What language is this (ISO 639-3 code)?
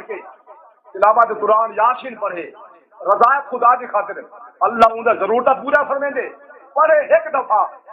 skr